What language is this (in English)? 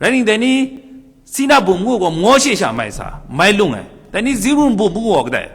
Kachin